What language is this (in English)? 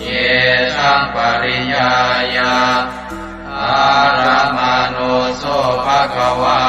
Pali